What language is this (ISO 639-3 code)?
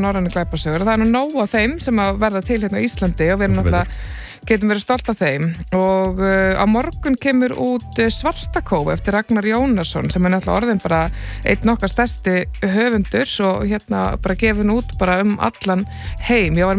isl